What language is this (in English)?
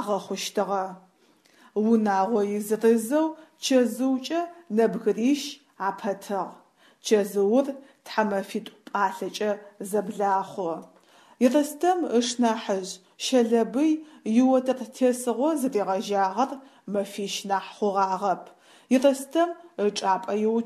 Adyghe